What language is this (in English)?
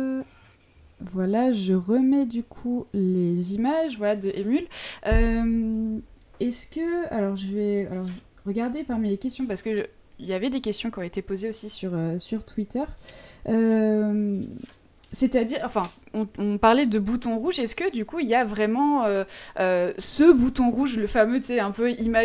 French